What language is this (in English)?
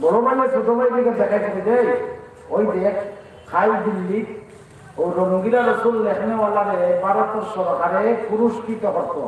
Sylheti